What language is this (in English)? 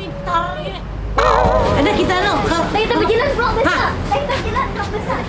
Banjar